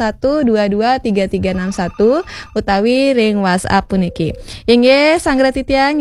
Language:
Balinese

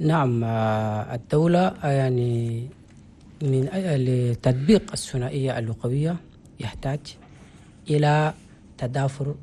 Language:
Chadian Arabic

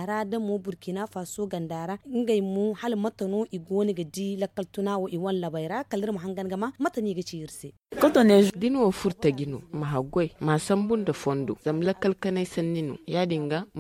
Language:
Zarma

